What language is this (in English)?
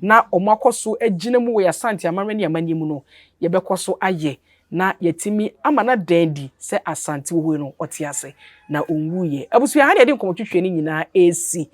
Akan